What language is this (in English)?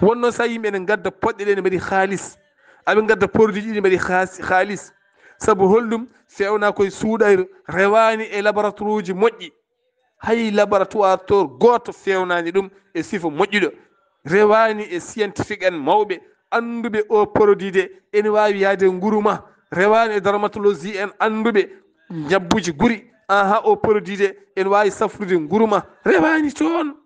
Fula